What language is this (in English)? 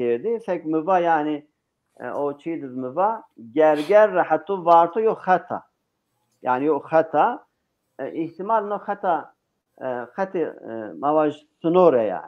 Zaza